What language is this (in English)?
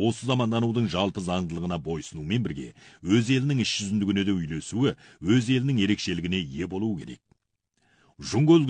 Kazakh